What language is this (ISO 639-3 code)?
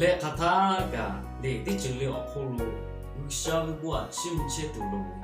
lhu